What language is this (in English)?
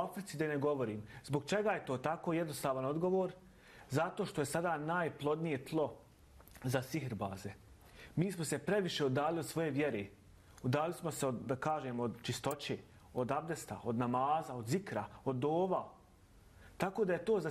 Bosnian